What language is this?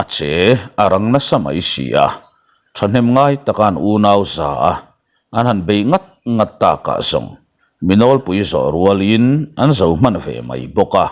Mizo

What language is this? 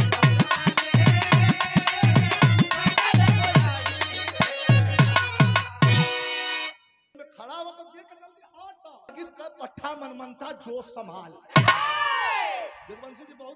Bhojpuri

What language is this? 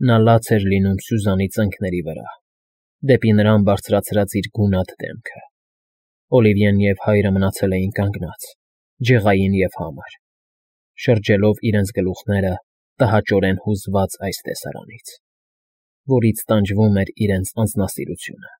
Armenian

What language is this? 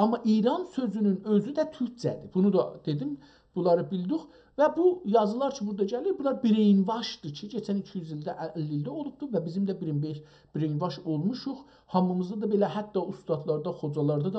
South Azerbaijani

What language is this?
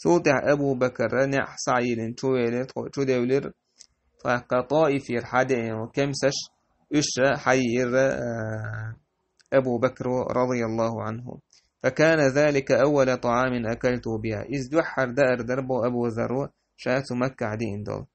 Chechen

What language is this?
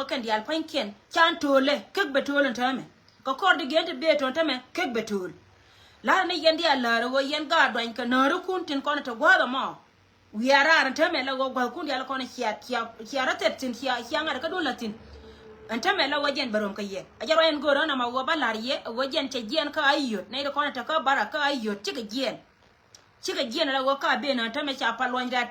Nuer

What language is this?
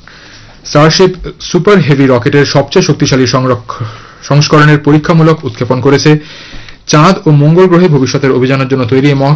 Bangla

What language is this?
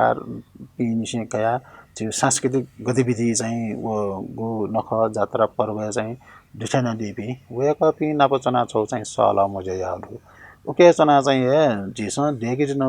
Newari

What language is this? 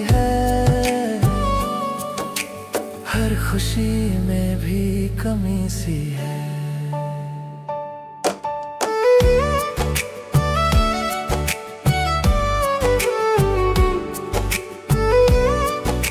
Hindi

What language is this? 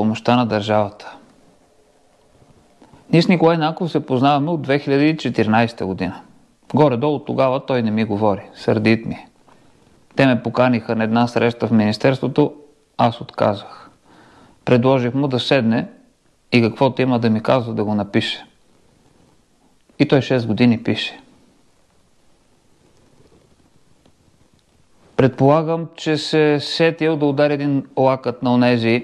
Bulgarian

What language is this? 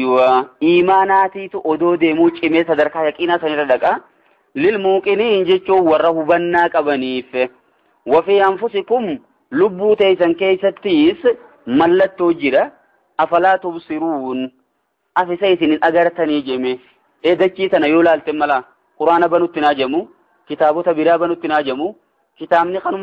Oromo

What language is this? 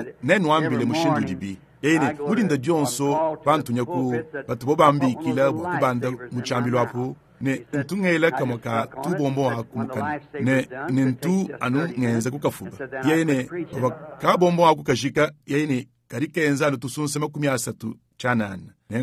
Luba-Lulua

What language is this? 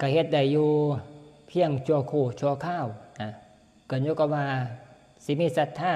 Northeastern Thai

